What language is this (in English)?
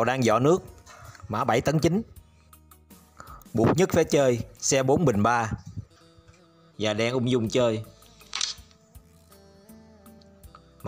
Vietnamese